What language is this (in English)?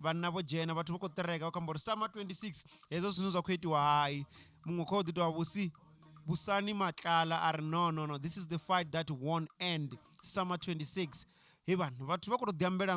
Venda